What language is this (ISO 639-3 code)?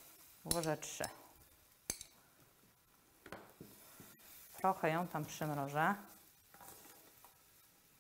pol